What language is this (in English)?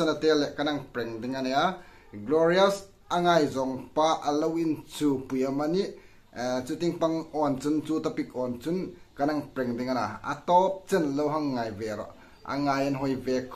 Hmar